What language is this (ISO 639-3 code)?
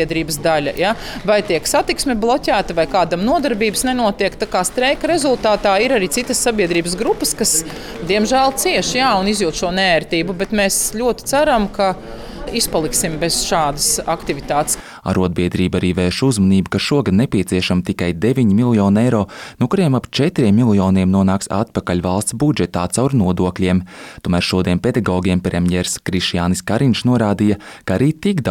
lav